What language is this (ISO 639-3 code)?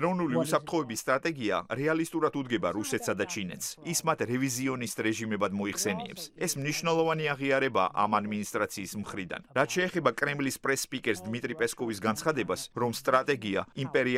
kat